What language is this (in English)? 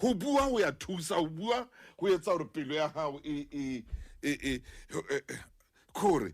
Southern Sotho